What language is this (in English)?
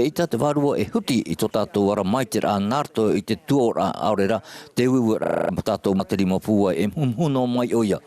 Tahitian